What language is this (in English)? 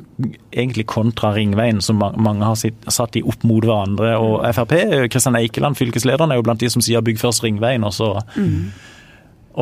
Norwegian